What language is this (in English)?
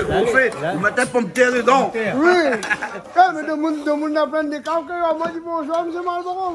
Réunion Creole French